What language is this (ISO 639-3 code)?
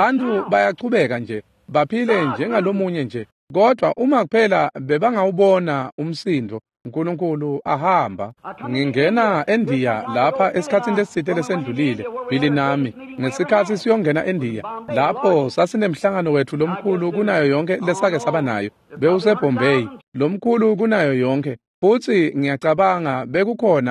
ssw